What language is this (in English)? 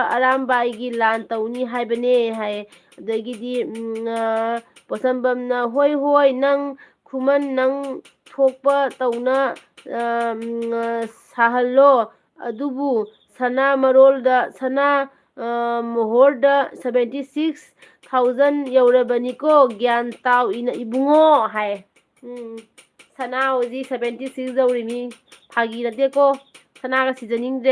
Manipuri